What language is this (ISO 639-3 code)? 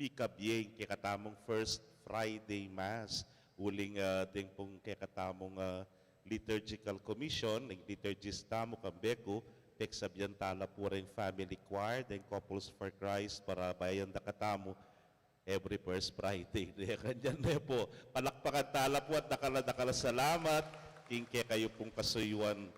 pam